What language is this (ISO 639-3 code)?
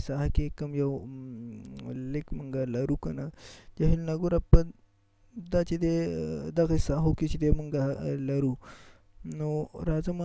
pus